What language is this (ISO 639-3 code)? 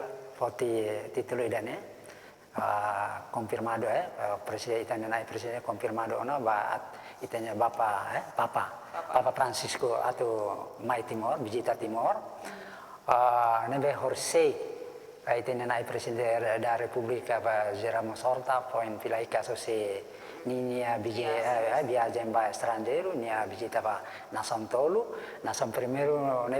tet